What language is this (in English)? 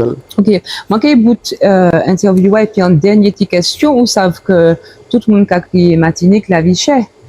Guadeloupean Creole French